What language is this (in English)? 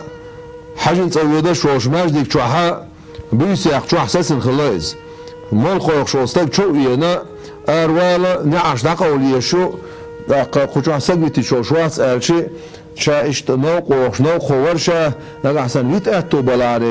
Chechen